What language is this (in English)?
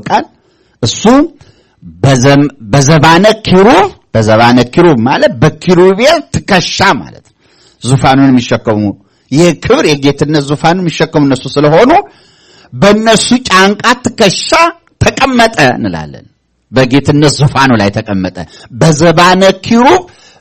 Amharic